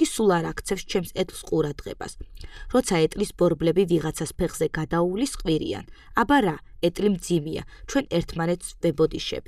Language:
Georgian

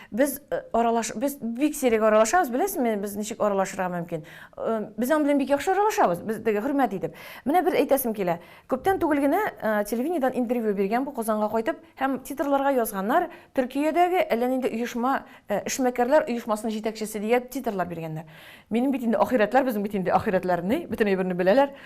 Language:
Tatar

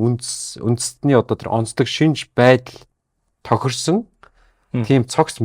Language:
Mongolian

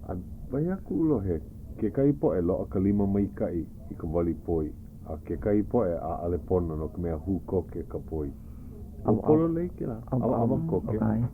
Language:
Hawaiian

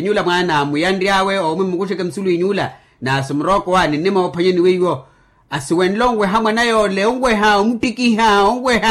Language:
Makhuwa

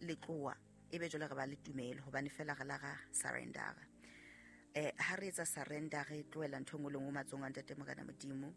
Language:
Southern Sotho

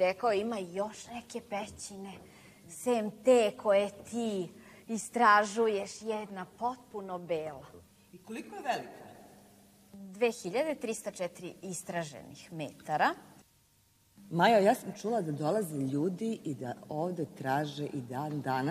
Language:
Serbian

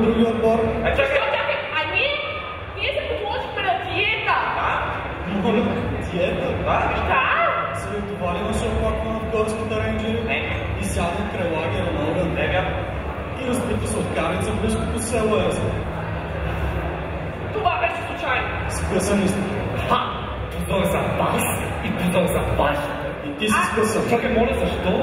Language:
Bulgarian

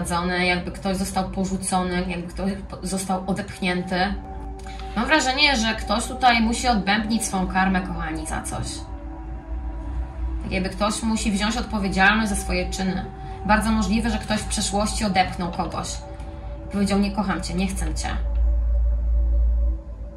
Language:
Polish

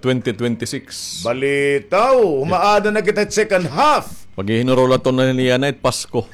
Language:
Waray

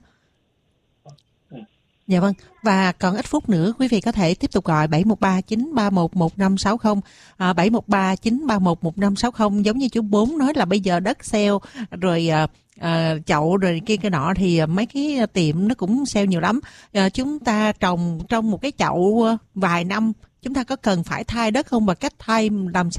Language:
Vietnamese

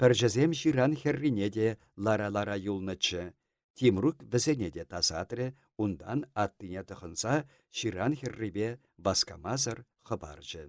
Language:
Chuvash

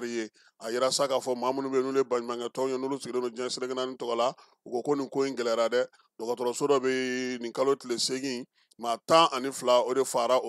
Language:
Bambara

